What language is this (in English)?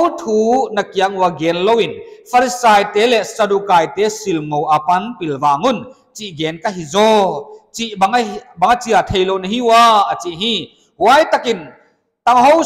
Paite Chin